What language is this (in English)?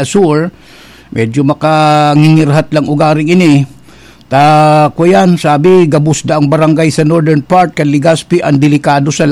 Bikol